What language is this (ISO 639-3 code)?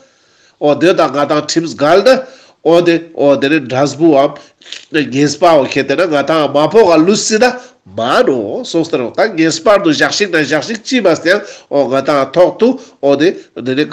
lbj